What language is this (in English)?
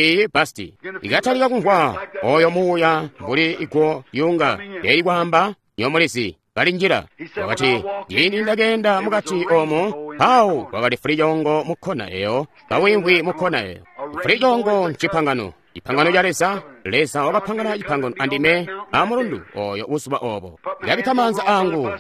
Tonga (Zambia)